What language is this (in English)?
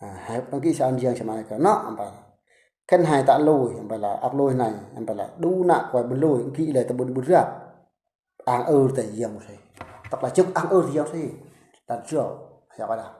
Eastern Bru